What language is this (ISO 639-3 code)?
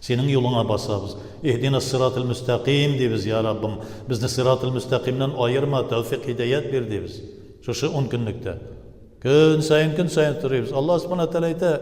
tat